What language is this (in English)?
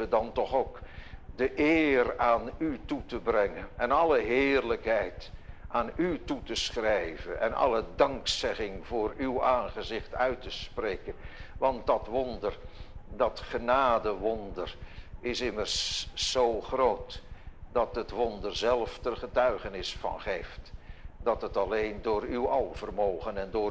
Dutch